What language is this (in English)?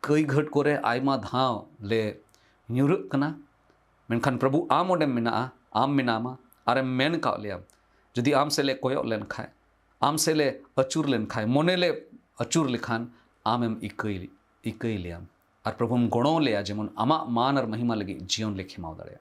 Santali